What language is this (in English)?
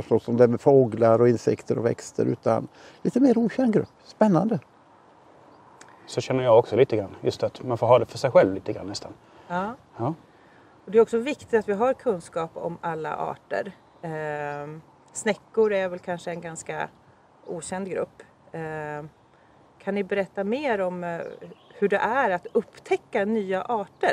Swedish